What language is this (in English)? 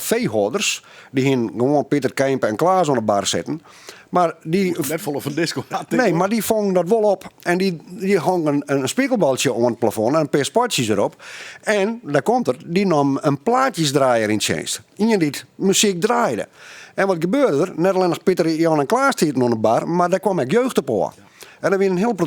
Western Frisian